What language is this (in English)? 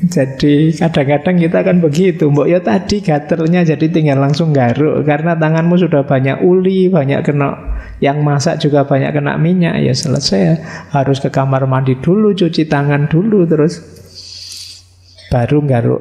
Indonesian